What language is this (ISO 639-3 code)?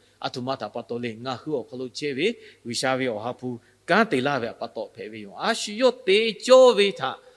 lhu